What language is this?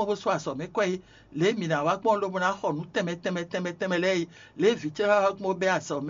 Fon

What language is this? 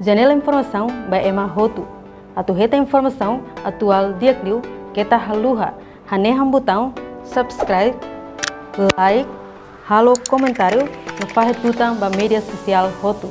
Tetum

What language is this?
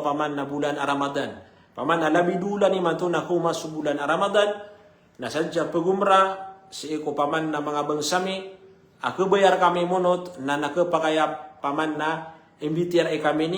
Maranao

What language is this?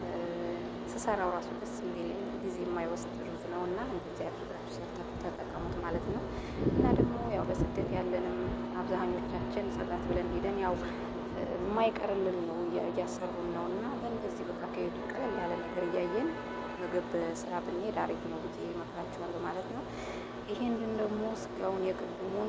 Amharic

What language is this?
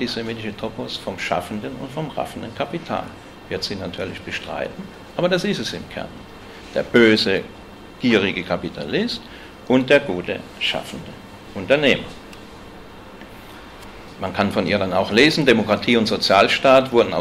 German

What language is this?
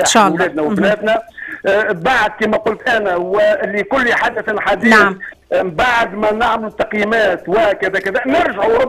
Tunisian Arabic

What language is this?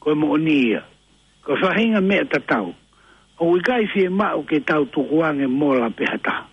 Tongan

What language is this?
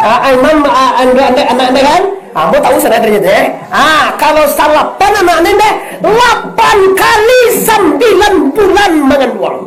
Minangkabau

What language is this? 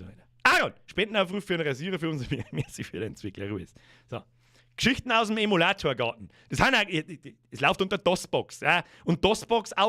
Bavarian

